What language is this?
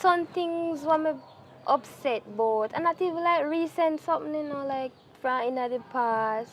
Jamaican Creole English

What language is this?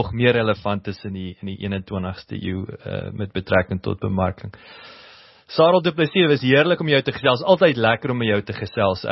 Afrikaans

